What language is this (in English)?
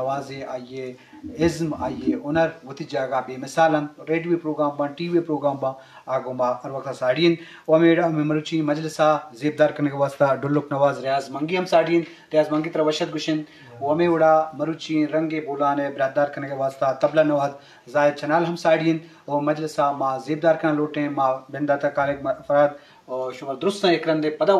Eastern Balochi